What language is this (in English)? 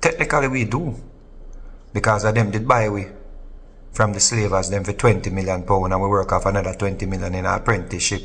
Jamaican Creole English